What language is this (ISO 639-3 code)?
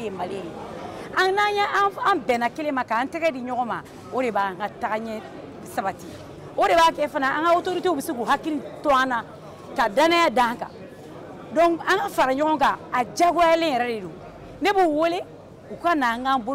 bam